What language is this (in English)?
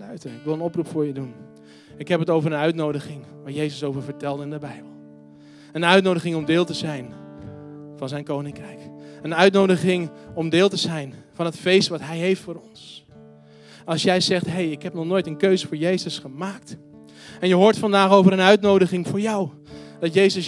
Dutch